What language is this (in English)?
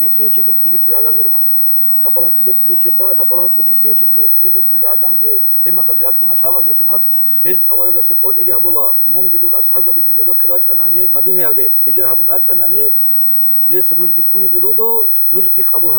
Avaric